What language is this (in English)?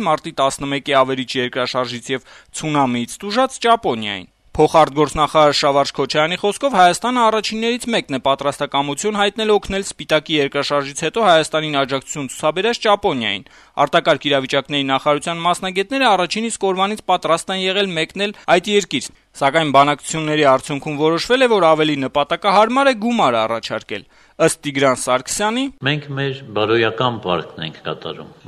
Armenian